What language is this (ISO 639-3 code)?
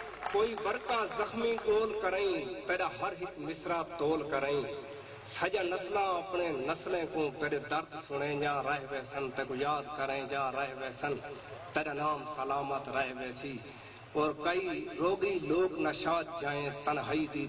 skr